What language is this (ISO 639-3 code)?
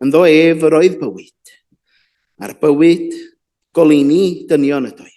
cym